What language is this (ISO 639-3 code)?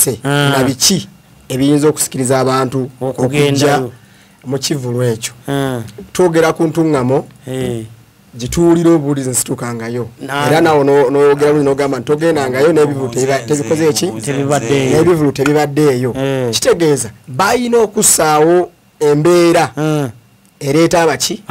lug